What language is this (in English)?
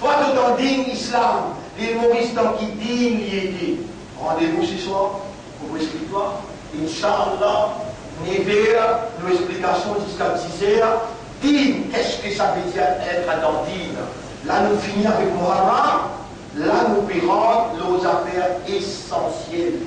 Morisyen